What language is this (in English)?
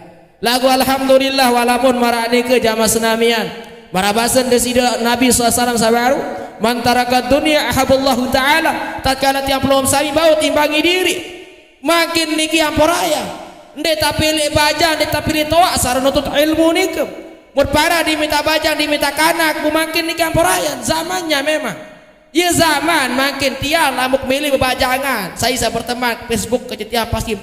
Sasak